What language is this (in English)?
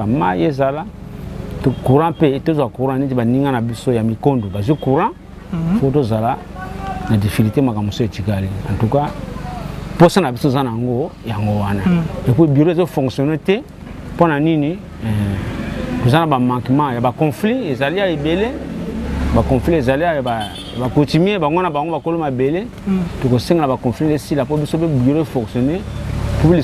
Lingala